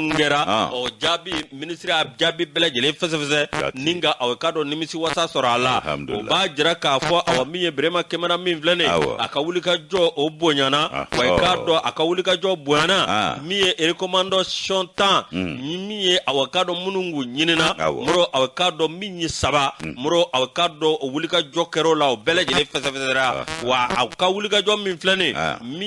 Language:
Bambara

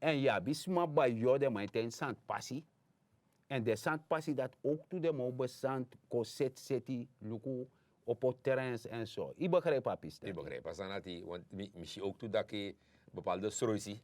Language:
Sranan Tongo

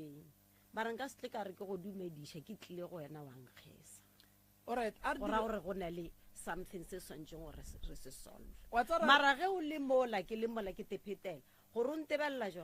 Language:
Northern Sotho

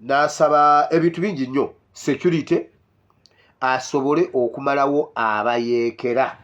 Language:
Ganda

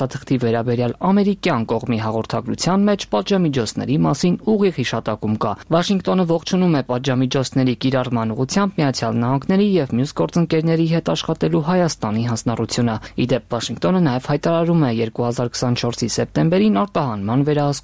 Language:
Armenian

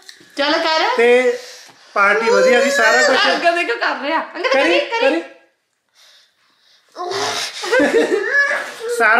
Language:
Punjabi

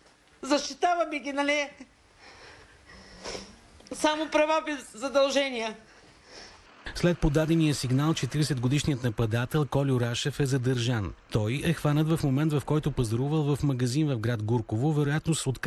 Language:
Bulgarian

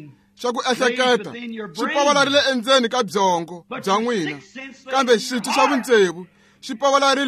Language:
Tsonga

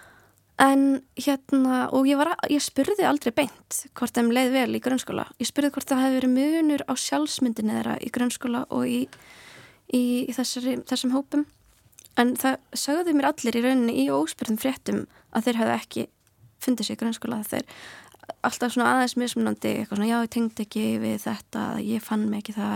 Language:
Icelandic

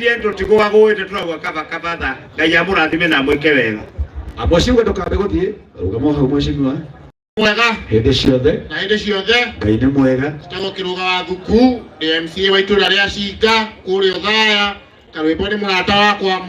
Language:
Kikuyu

